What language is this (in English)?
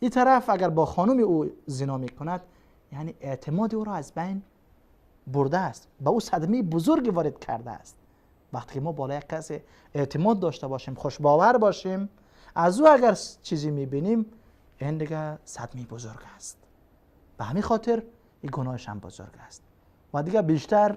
Persian